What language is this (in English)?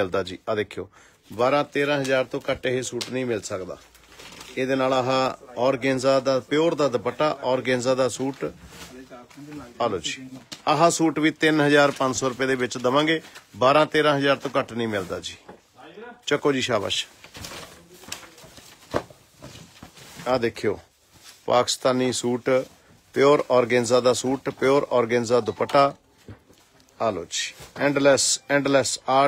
Punjabi